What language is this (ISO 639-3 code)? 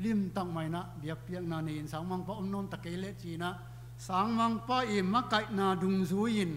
ctd